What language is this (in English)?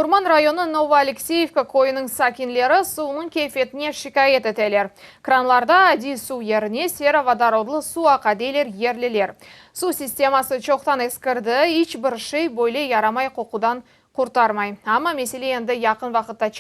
Crimean Tatar